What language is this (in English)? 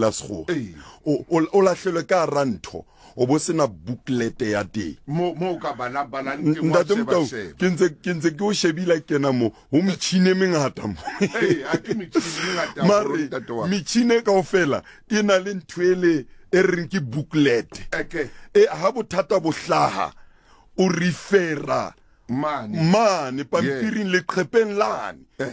Southern Sotho